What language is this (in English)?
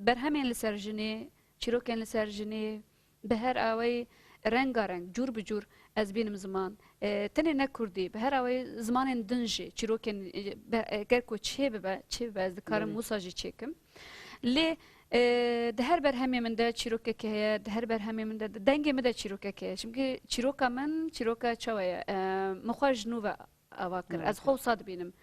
Kurdish